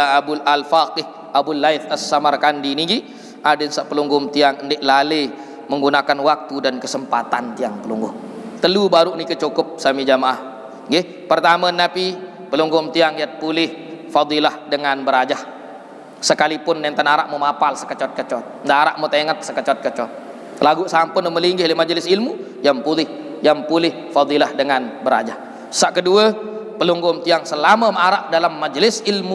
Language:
Sasak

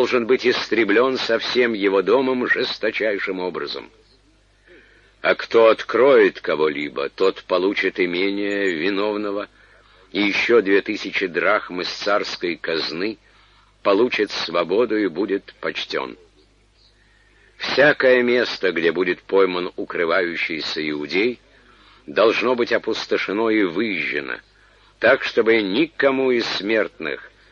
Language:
Russian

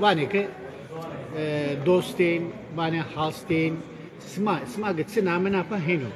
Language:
Zaza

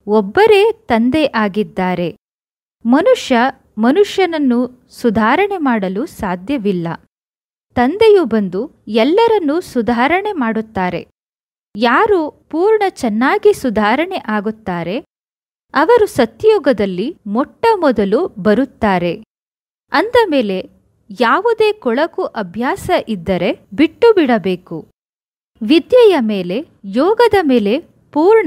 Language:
Kannada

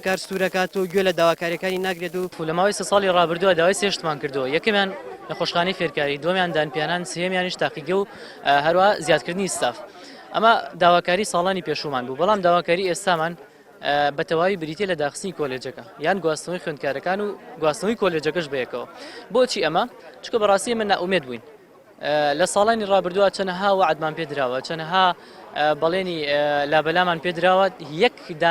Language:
Central Kurdish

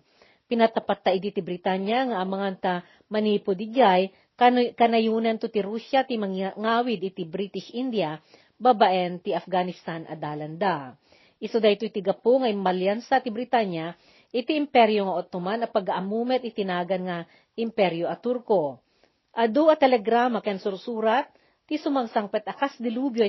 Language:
Iloko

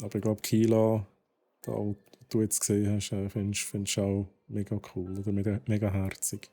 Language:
Swiss German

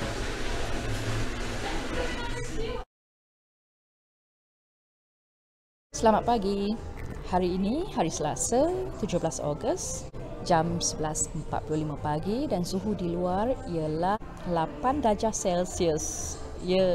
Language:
Malay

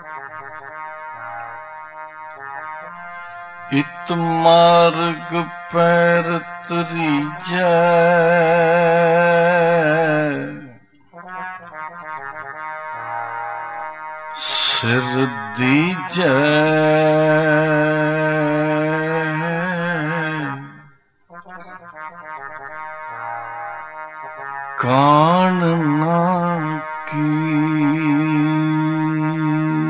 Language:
Punjabi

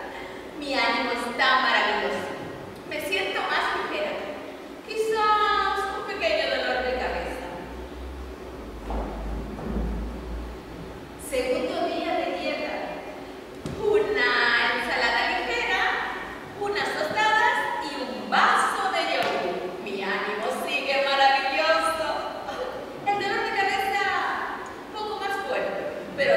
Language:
Spanish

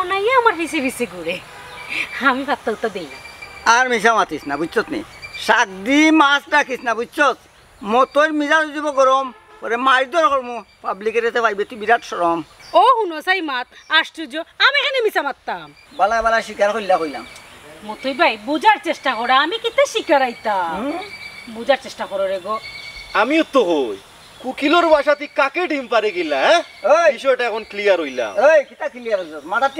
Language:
Sylheti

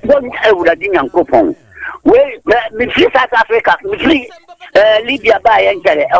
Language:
Akan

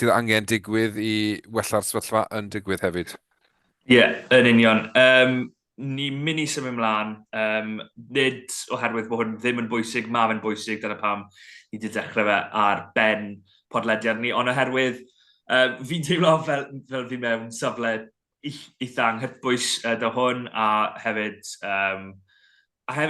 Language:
Welsh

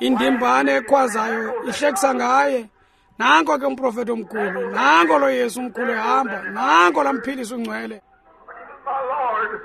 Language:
Xhosa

